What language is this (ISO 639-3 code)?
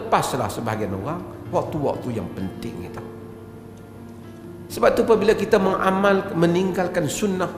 msa